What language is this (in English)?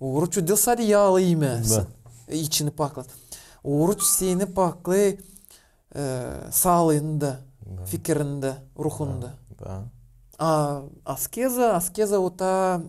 Gagauz